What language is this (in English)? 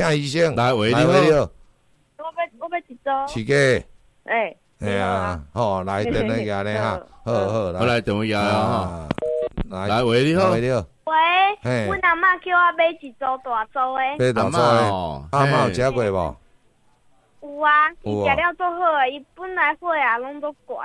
Min Nan Chinese